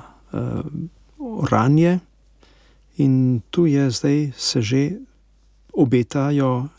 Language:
Slovenian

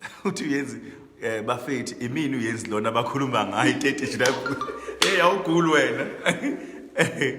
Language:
Zulu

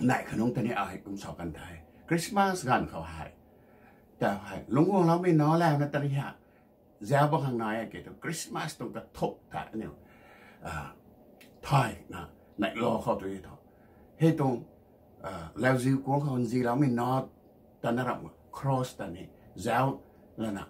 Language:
Rongmei Naga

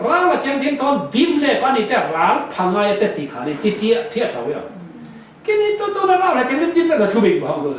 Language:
Falam Chin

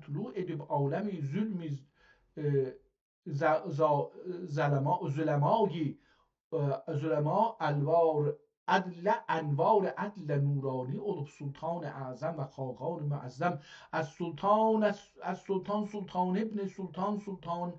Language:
South Azerbaijani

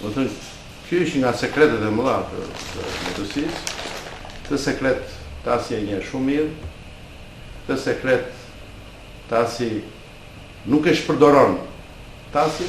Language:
Albanian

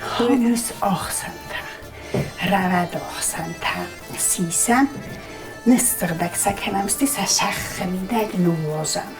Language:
Ossetic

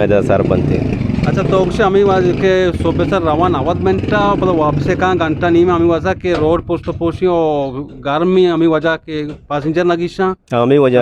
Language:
Eastern Balochi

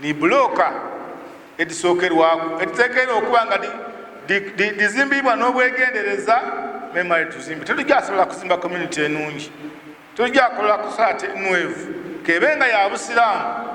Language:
Ganda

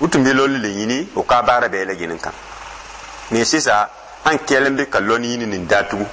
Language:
Dyula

